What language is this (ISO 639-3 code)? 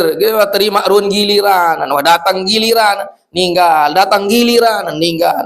sas